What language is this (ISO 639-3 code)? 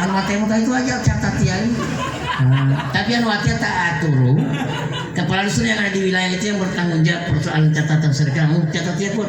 gor